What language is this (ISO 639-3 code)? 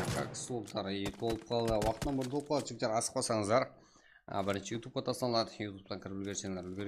kaa